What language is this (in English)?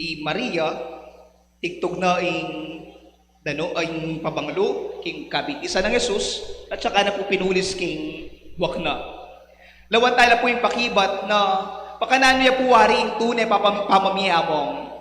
Pampanga